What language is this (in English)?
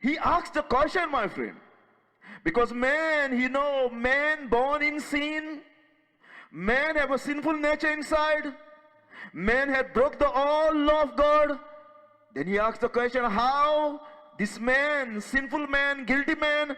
Konkani